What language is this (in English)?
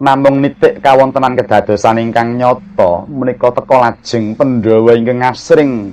Javanese